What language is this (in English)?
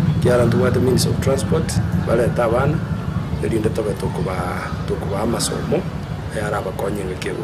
Gusii